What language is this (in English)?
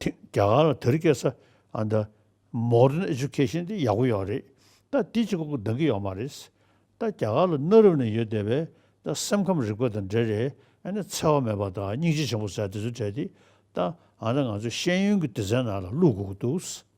Tibetan